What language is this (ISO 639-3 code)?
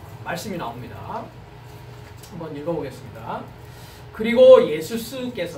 kor